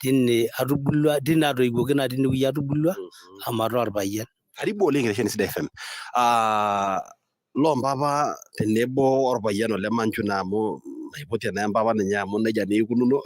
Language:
Masai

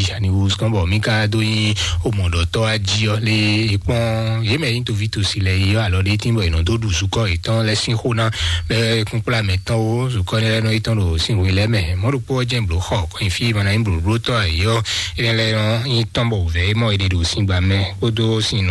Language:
Fon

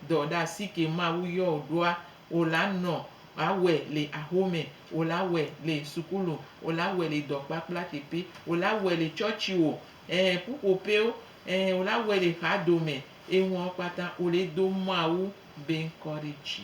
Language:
Gen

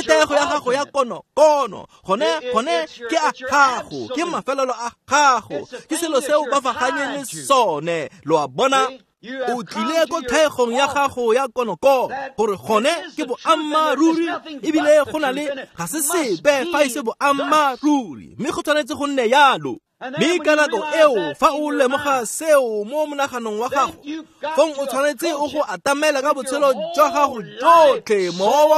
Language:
Tswana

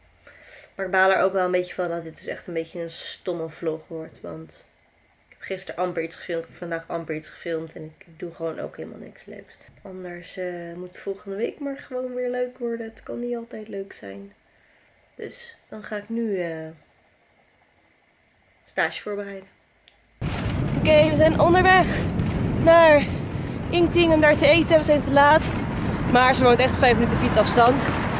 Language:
Dutch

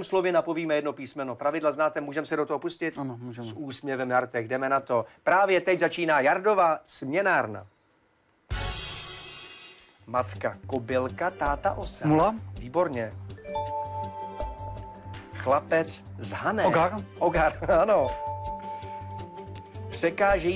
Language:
Czech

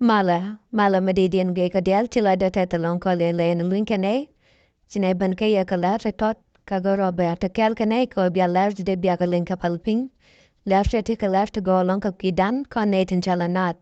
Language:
Nuer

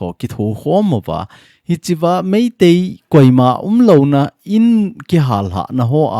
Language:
Thado Chin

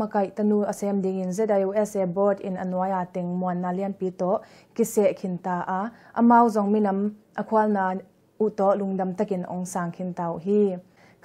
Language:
Tedim Chin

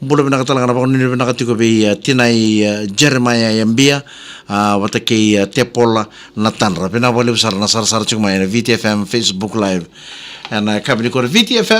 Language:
Fijian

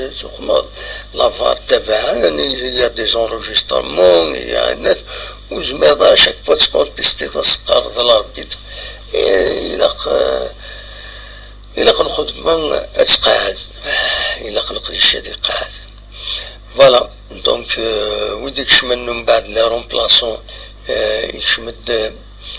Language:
Kabyle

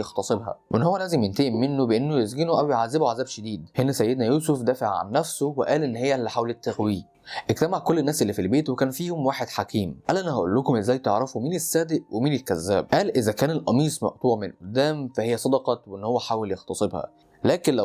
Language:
Egyptian Arabic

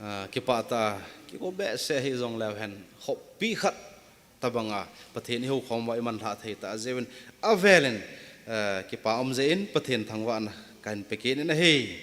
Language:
Thado Chin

